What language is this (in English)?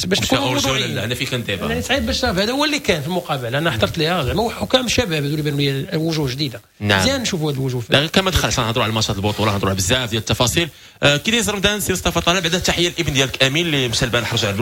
Moroccan Arabic